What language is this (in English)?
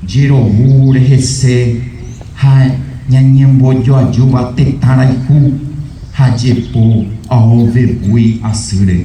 Guarani